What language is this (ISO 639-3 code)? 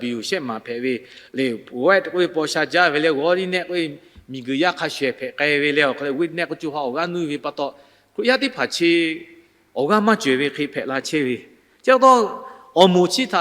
lhu